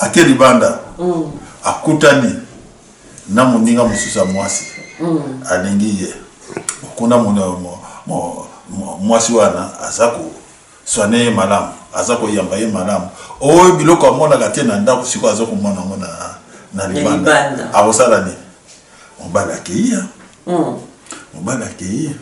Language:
Lingala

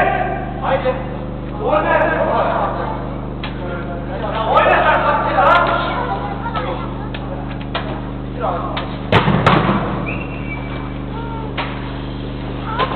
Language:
Turkish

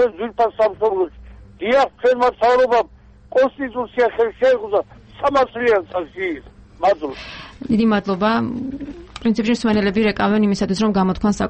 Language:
Georgian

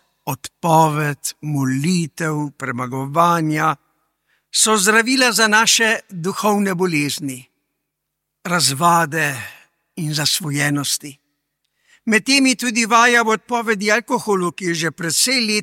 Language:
Slovenian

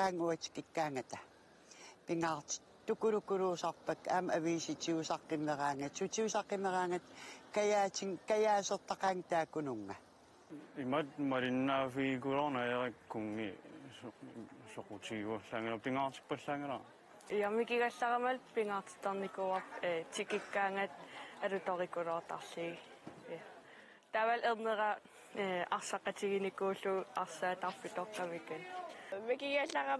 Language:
Kalaallisut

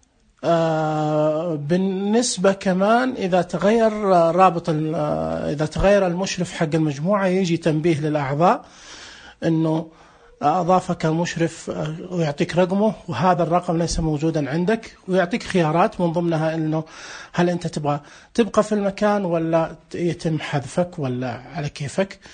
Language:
Najdi Arabic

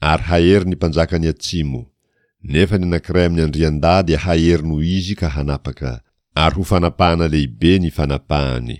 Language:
Malagasy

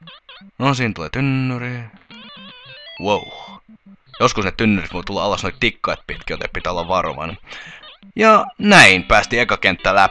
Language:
Finnish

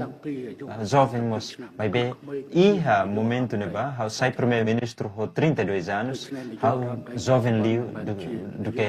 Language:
Tetum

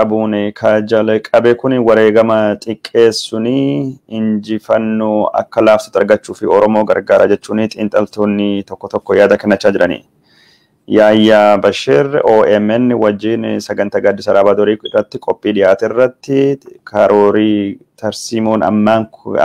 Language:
Oromo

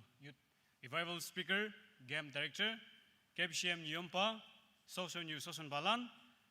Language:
Naga Pidgin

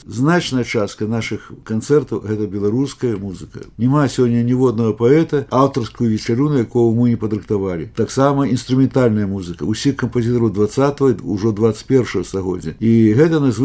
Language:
Belarusian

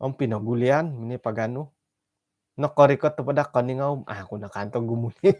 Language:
Central Dusun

